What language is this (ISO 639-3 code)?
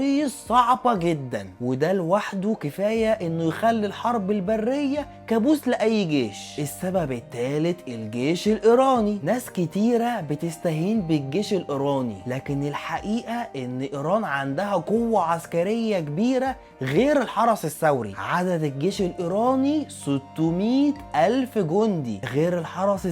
arz